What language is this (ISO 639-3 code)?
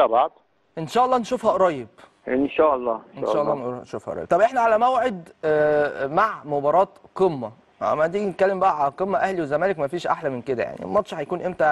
arz